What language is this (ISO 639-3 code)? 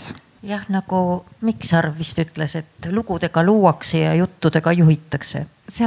est